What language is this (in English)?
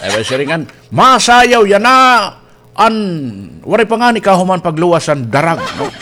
Waray